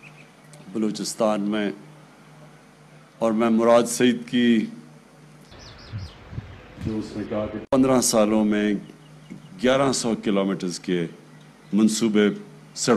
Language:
Urdu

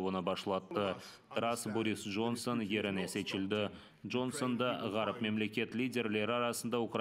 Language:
Crimean Tatar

